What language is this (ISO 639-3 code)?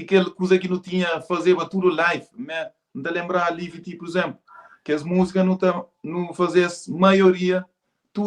kea